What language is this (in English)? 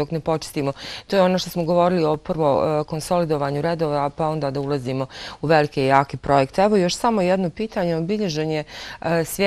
Bosnian